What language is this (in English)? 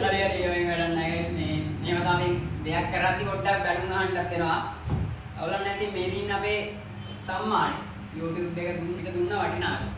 Sinhala